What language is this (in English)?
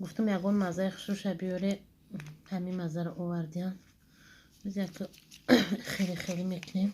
Tajik